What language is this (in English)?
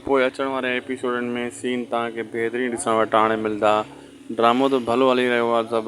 Sindhi